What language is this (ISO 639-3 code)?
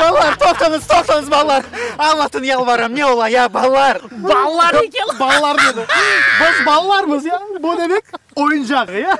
crh